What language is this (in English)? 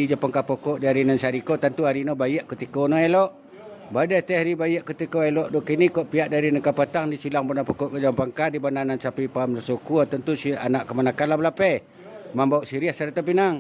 Minangkabau